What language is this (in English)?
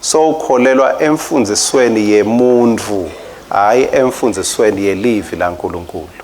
Swati